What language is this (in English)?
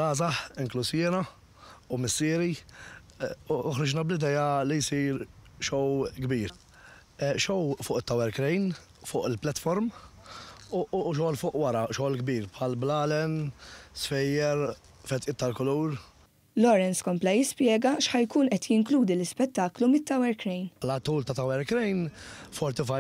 Maltese